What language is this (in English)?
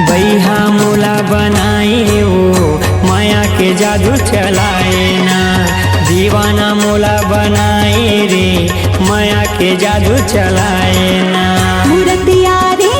Chhattisgarhi